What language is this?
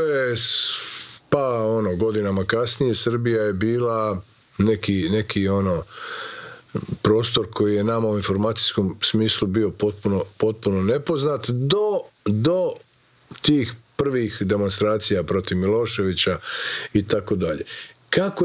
Croatian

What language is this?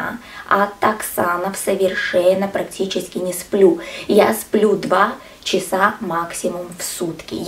Russian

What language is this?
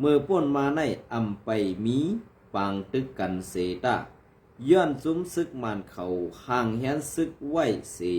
Shan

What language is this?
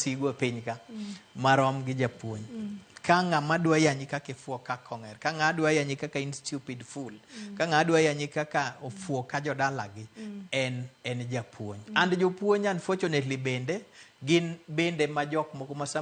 Luo (Kenya and Tanzania)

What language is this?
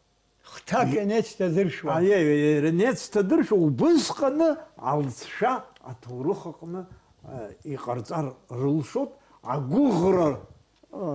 Abkhazian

